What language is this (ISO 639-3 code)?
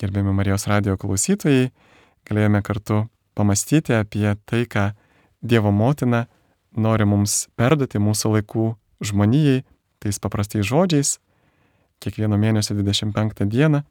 lit